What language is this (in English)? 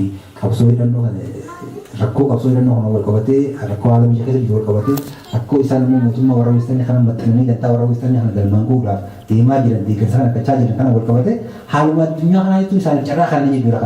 Oromo